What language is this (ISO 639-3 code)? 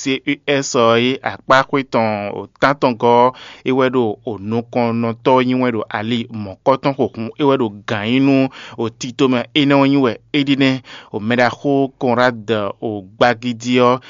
fon